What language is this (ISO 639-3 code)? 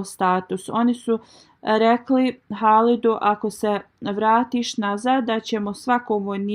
bos